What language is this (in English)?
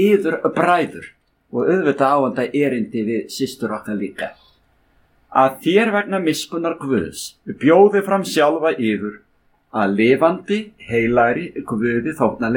Icelandic